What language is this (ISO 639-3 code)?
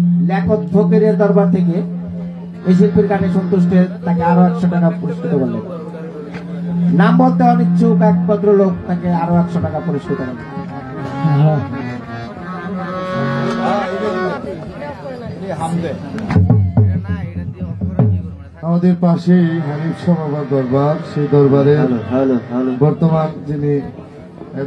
ben